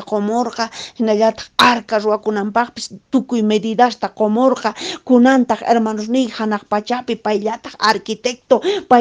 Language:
Quechua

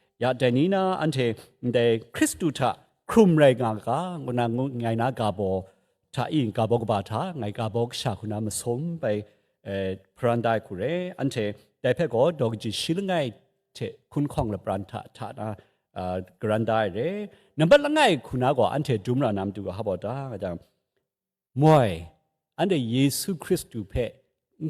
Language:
Kachin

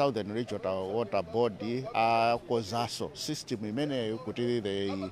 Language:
Nyanja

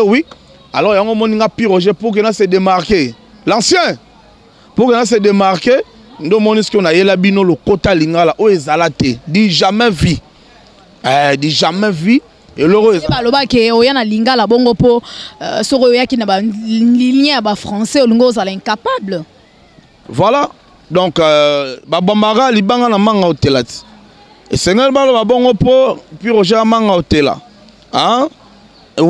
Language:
Lingala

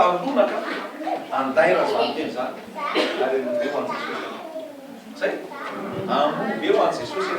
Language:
Malagasy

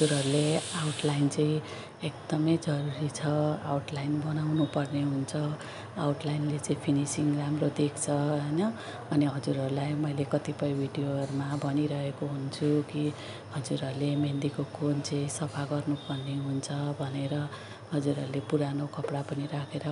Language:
Nepali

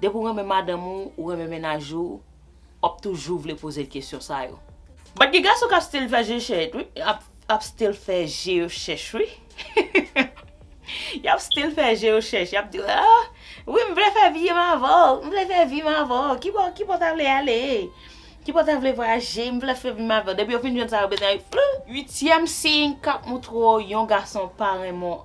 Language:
Haitian Creole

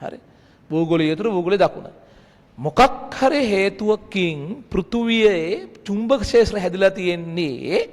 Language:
Sinhala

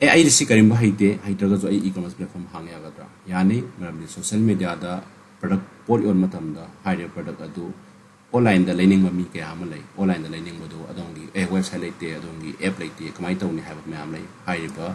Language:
Manipuri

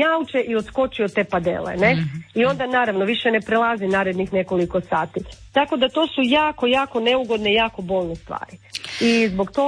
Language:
Croatian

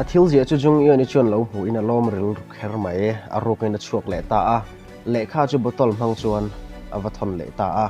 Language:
Mizo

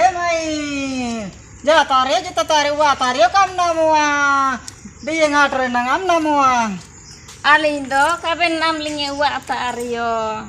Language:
Ho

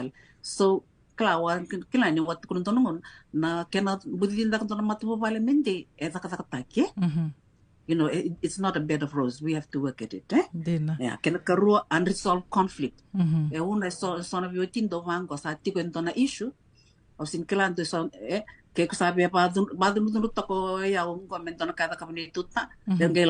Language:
Fijian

